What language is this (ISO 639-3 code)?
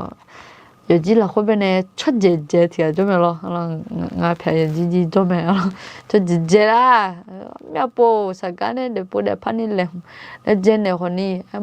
ahk